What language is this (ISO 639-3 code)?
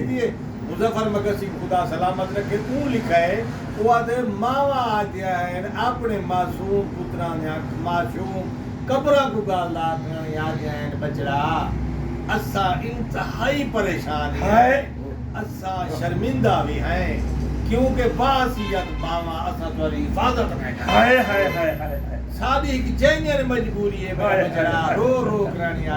skr